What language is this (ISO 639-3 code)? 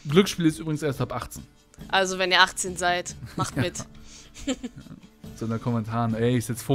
deu